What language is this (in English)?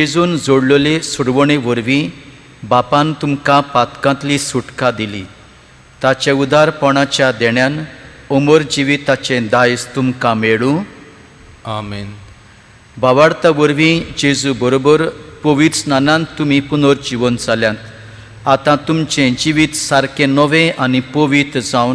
Konkani